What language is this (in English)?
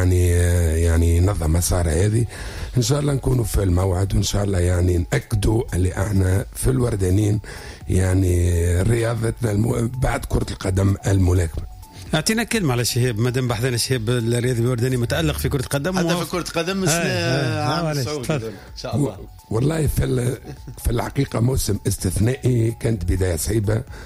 Tunisian Arabic